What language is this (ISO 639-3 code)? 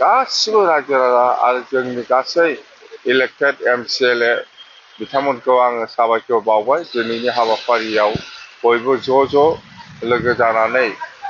brx